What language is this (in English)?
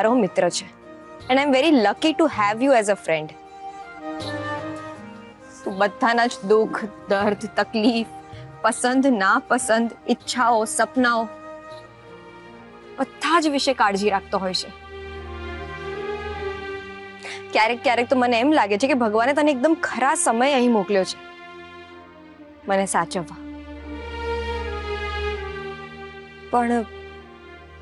Gujarati